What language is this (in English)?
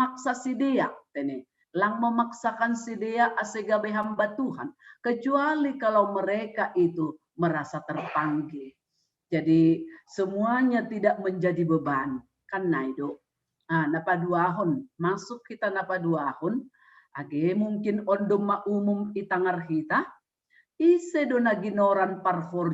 Batak Simalungun